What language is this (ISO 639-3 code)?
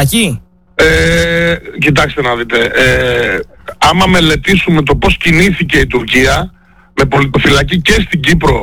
ell